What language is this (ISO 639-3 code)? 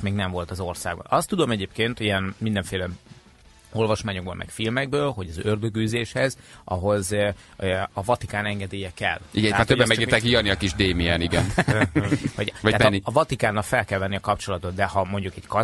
hun